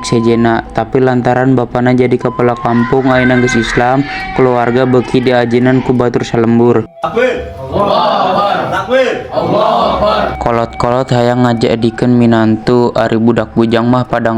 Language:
Sundanese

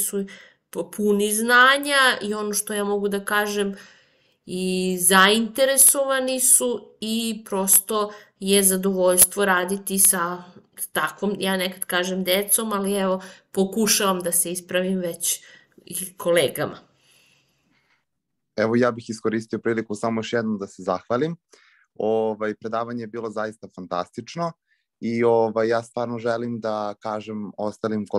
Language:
Serbian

